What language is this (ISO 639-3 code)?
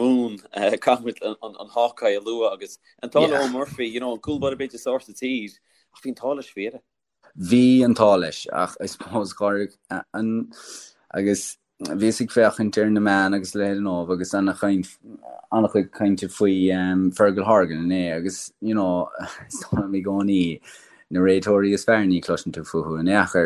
gle